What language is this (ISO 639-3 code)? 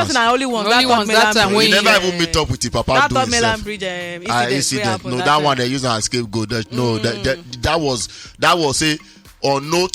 pcm